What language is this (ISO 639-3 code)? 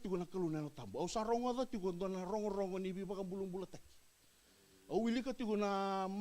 fij